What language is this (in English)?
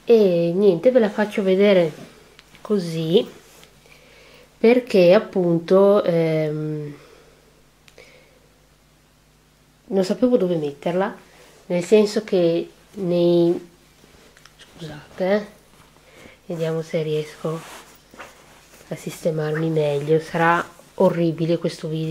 Italian